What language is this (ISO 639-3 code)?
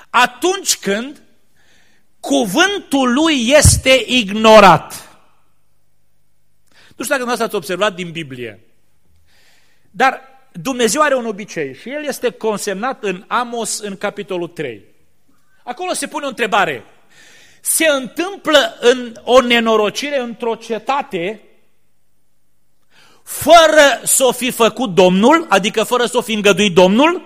ron